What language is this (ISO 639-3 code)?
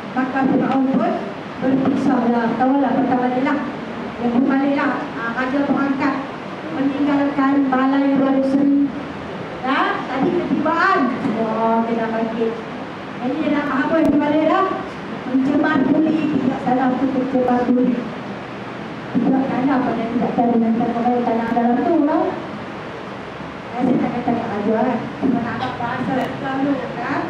msa